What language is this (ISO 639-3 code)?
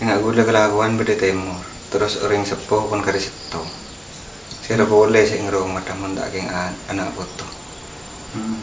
mad